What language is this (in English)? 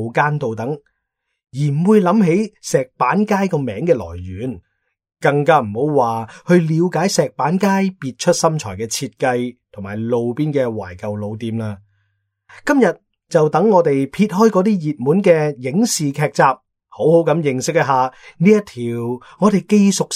Cantonese